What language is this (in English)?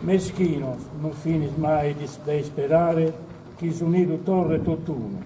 Sardinian